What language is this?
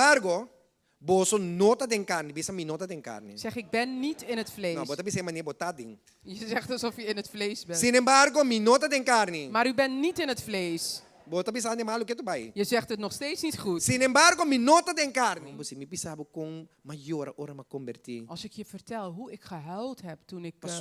Papiamento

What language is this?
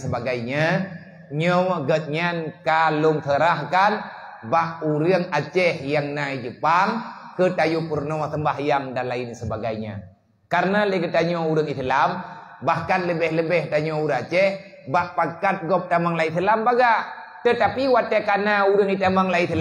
Achinese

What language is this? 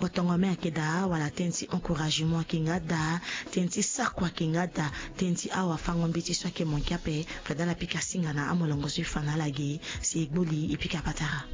Sango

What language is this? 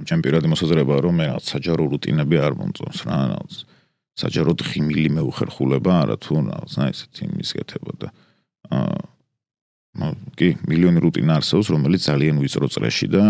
Georgian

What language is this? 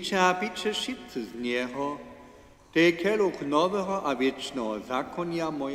Upper Sorbian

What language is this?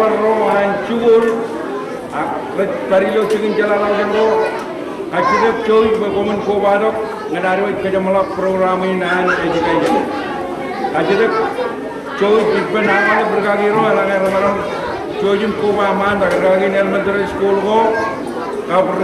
Marshallese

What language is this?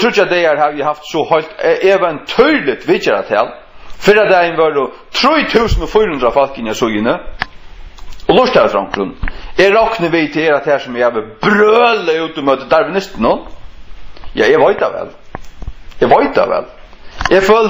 Faroese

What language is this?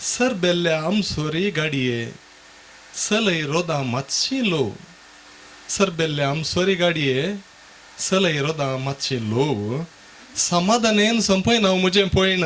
Konkani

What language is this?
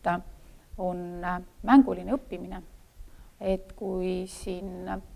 Estonian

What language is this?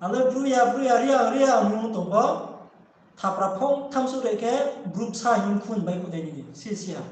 Riang (India)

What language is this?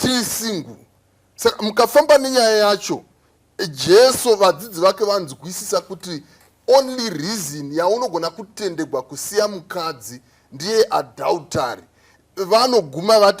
Shona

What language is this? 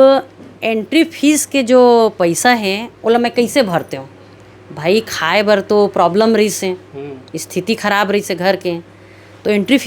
Chhattisgarhi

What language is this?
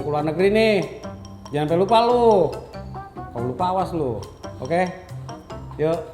Betawi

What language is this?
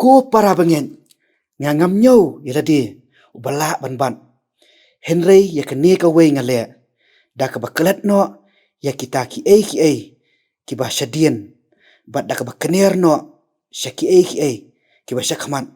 Khasi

